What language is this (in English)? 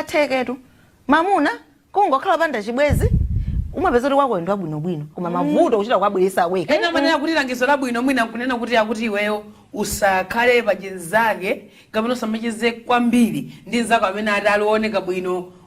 Nyanja